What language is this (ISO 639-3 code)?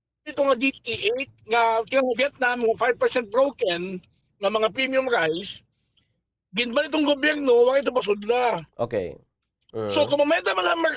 war